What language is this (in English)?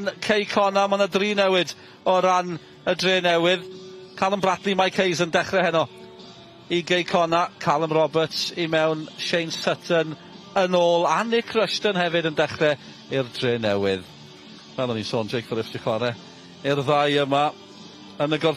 Welsh